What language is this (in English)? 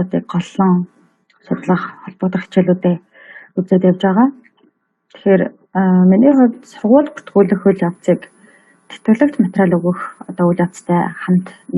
Mongolian